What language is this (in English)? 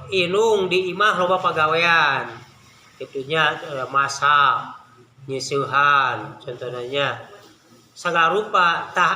Sundanese